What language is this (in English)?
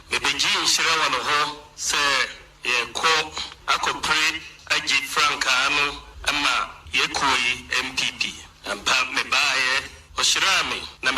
Akan